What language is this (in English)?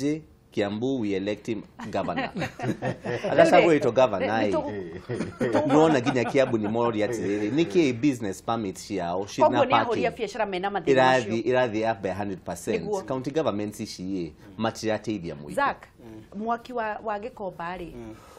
Kikuyu